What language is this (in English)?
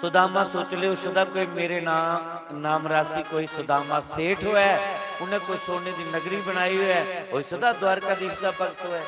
Dogri